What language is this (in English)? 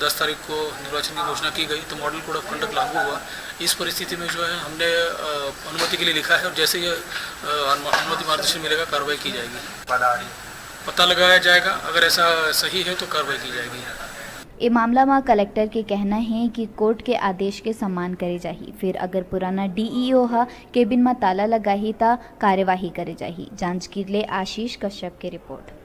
Chhattisgarhi